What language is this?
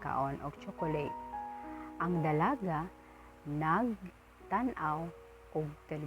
Cebuano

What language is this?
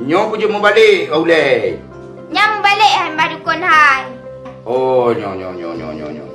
Achinese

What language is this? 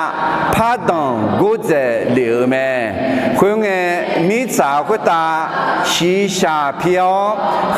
Akha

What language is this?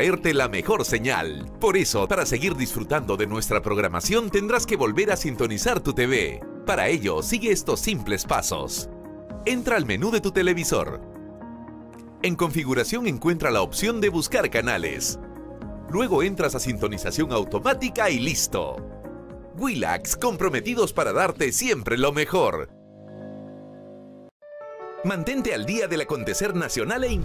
Spanish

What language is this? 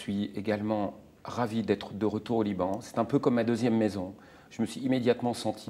French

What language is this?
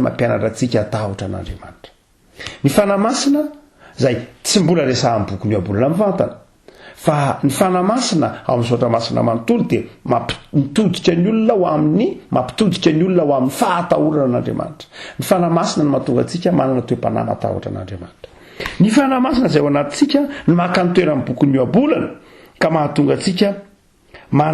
Malagasy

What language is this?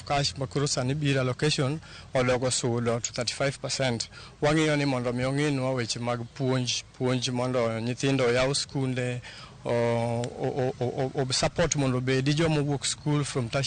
Luo (Kenya and Tanzania)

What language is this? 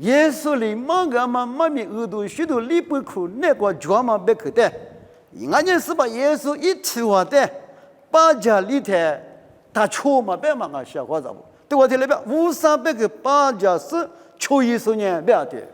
Lisu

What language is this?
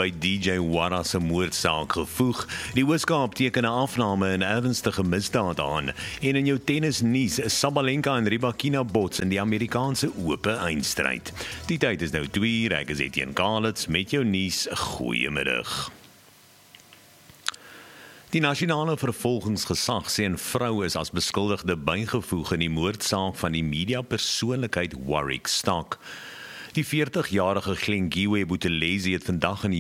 Afrikaans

